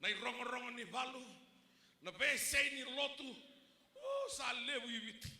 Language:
Fijian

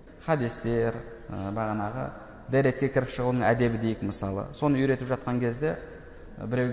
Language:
Kazakh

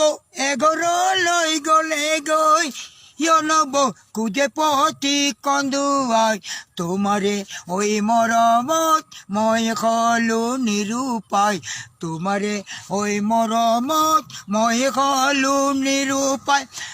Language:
Assamese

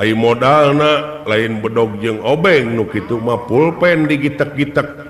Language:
Sundanese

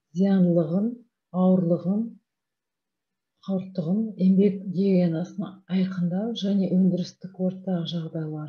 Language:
Kazakh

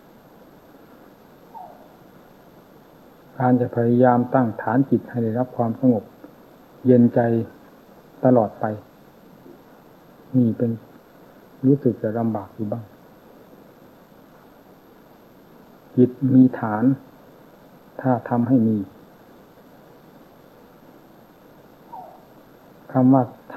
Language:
Thai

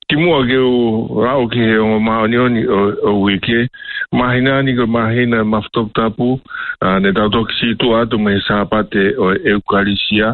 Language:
Tongan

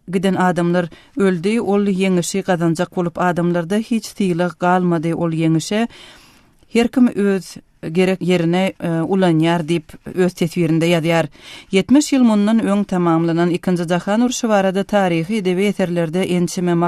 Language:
Turkmen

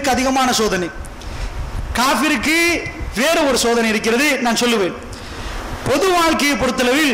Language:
Tamil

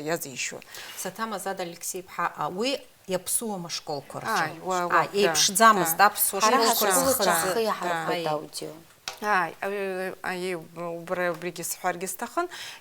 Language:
Abkhazian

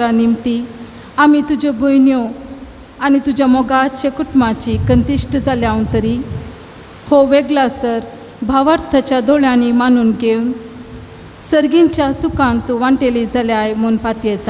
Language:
Konkani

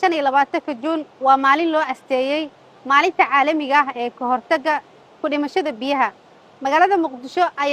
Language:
Somali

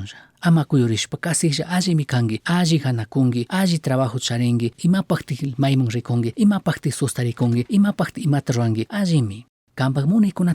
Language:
Chimborazo Highland Quichua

